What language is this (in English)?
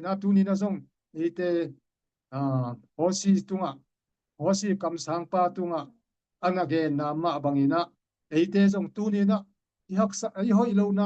Tedim Chin